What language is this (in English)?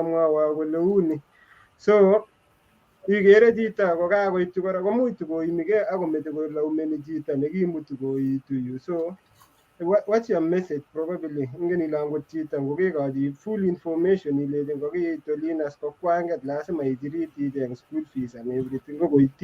Kalenjin